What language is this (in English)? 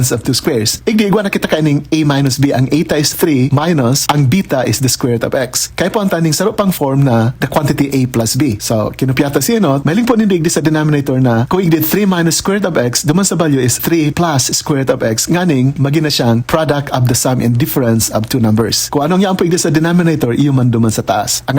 Bikol